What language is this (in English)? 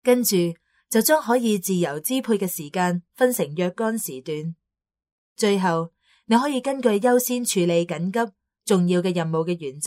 Cantonese